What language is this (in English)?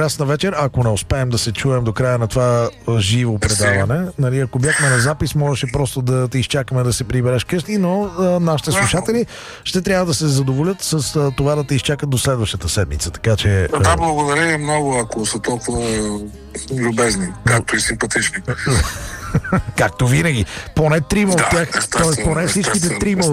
Bulgarian